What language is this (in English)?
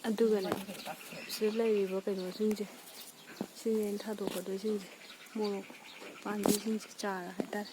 Manipuri